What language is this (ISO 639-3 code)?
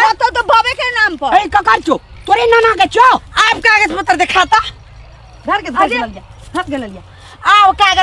mai